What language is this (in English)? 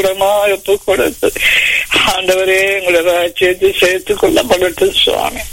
Tamil